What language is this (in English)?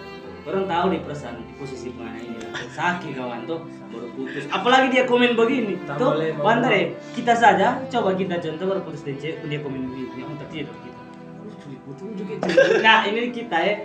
Manado Malay